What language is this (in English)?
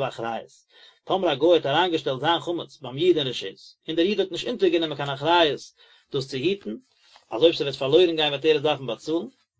Yiddish